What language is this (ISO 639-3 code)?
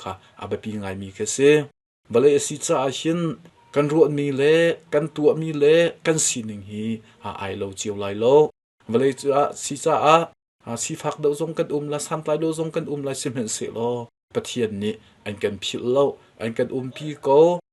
cnh